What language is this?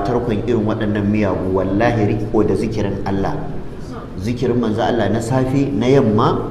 Hausa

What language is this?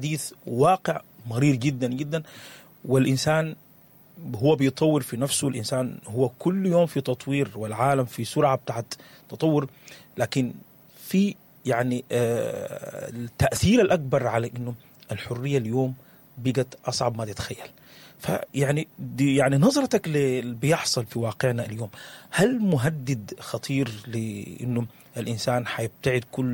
Sudanese Arabic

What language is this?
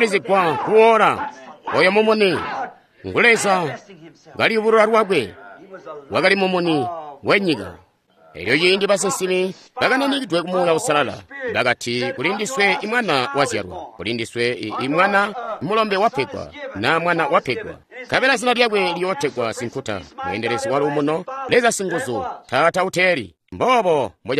Tonga (Zambia)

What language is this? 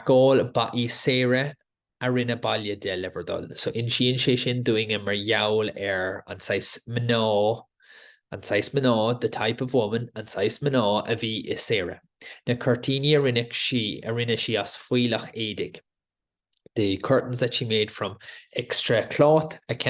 Irish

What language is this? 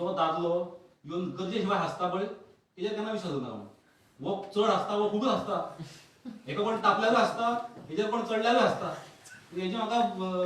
Konkani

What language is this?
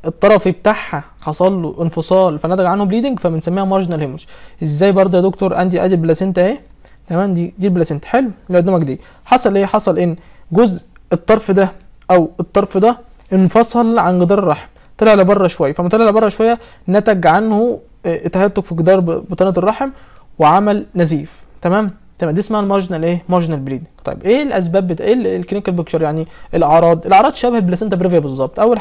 Egyptian Arabic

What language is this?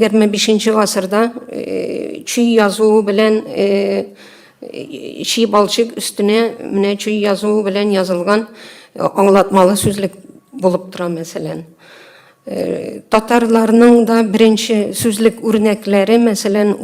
Tatar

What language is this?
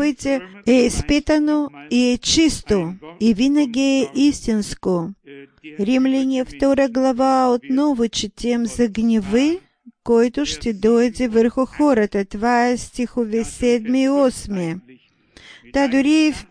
Bulgarian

